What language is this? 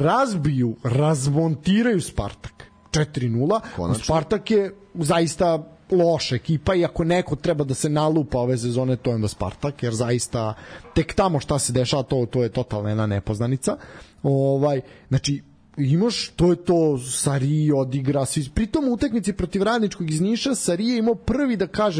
Serbian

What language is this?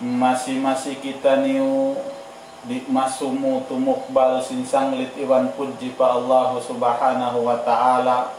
Tausug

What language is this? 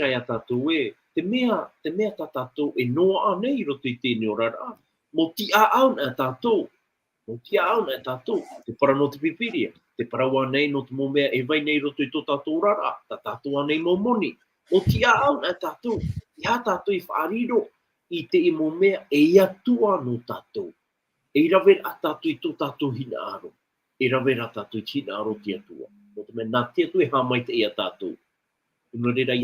Tahitian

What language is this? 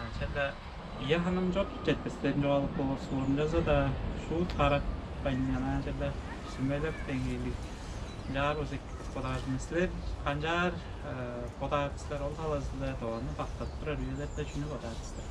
Tuvinian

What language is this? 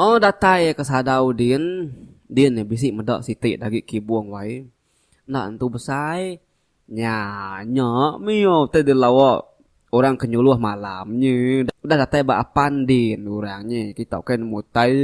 Iban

